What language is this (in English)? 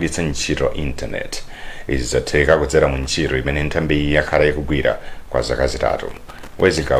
Nyanja